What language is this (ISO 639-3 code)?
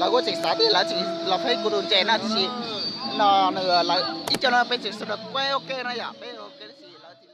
hmn